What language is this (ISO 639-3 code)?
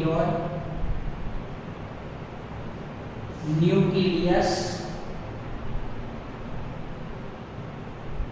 guj